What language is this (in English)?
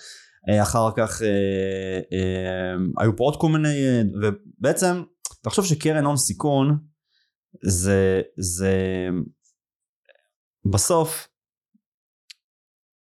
Hebrew